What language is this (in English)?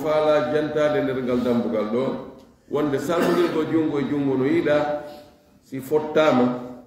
Fula